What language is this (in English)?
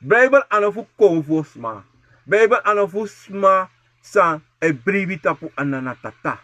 Sranan Tongo